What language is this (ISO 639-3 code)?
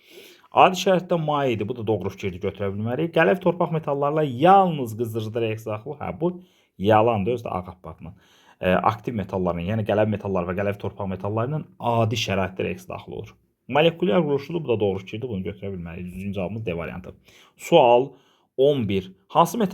aze